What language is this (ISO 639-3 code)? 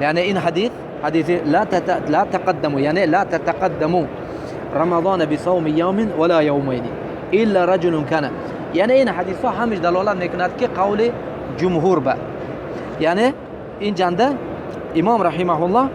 tgk